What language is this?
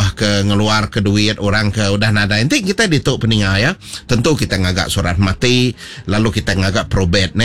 Iban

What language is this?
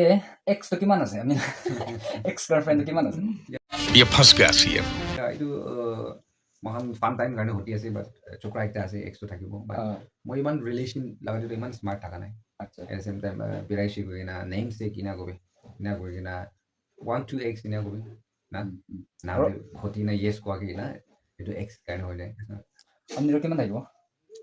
Naga Pidgin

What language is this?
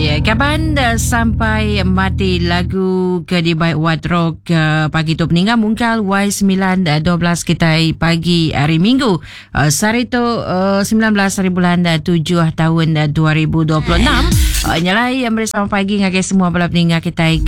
Iban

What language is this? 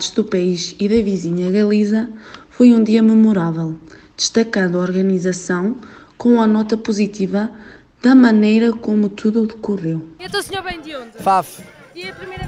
Portuguese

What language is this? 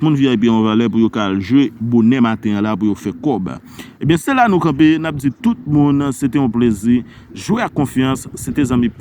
Haitian Creole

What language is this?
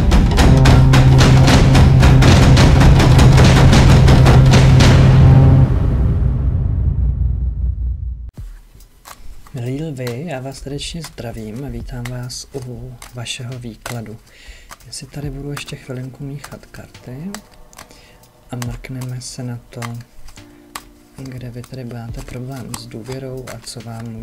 Czech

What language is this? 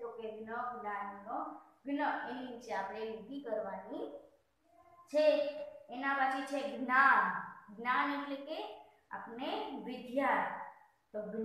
Gujarati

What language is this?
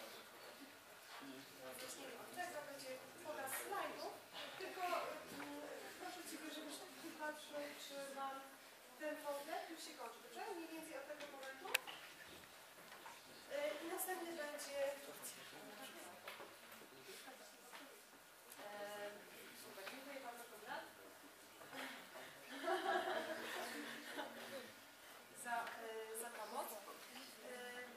Polish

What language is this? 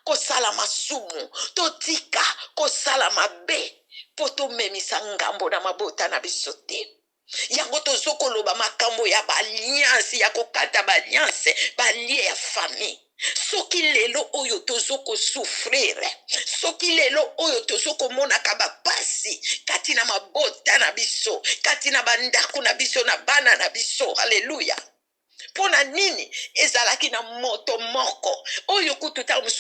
Lingala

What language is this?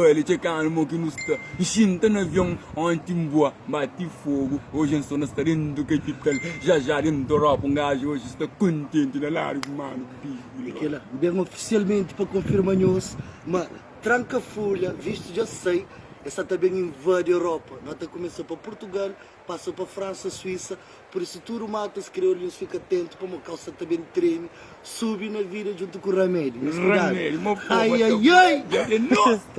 Kabuverdianu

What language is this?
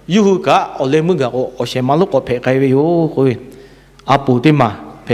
Lahu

